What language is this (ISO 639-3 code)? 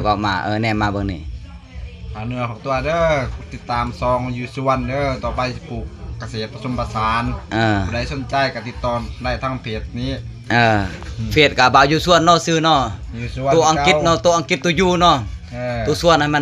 lao